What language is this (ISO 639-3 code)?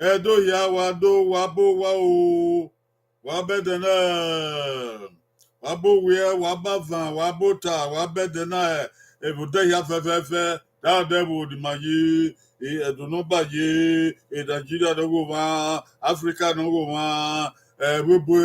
bin